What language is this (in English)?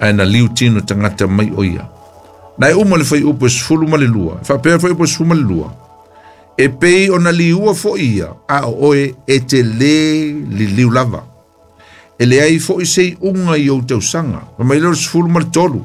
Samoan